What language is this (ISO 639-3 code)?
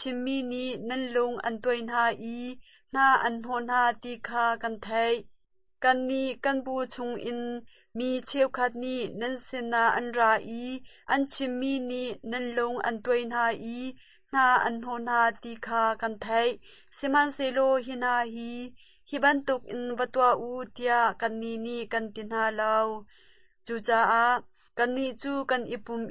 cnh